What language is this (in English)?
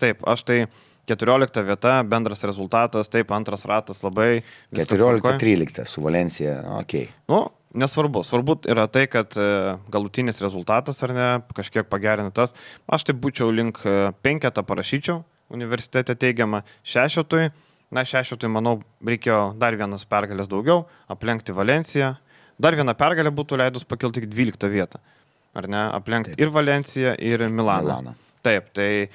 Lithuanian